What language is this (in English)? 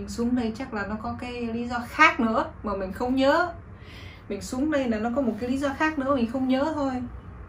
Vietnamese